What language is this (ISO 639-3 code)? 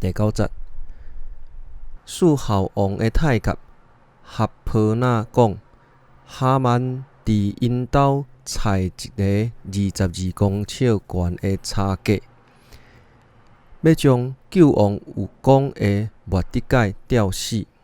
nan